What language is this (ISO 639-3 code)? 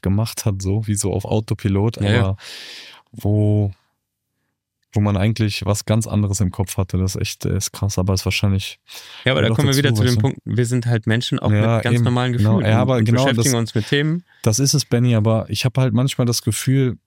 deu